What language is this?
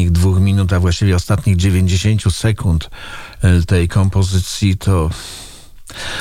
Polish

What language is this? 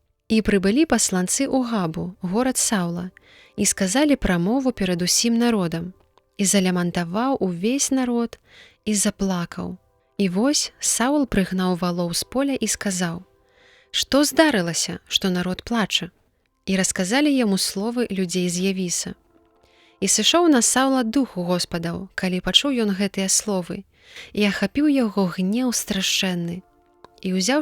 Belarusian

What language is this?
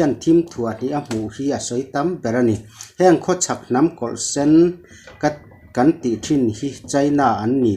Mizo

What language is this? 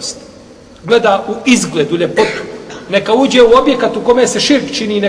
Bosnian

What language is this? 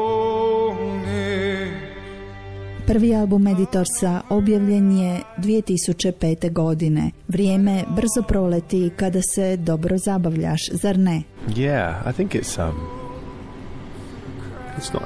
Croatian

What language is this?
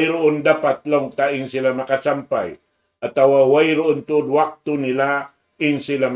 Tausug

